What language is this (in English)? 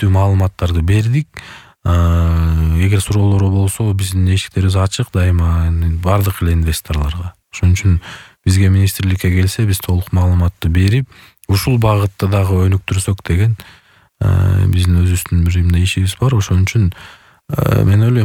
Kyrgyz